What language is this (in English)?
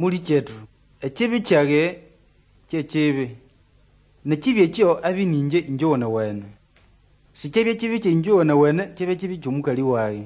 Nande